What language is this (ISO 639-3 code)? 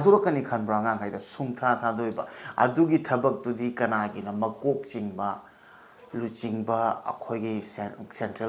mni